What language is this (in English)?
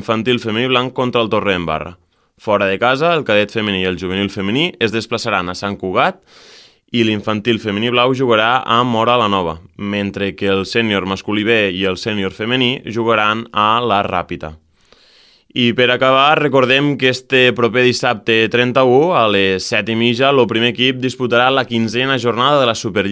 Catalan